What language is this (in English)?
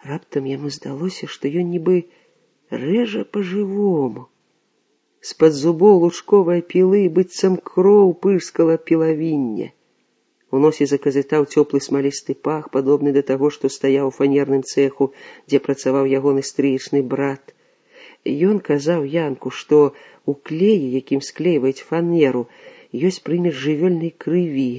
Belarusian